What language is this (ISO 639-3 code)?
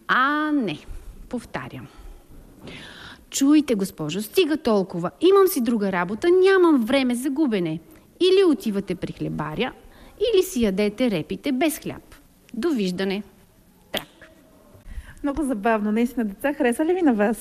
bul